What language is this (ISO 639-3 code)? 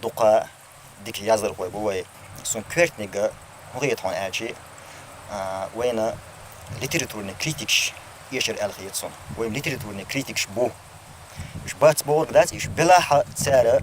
che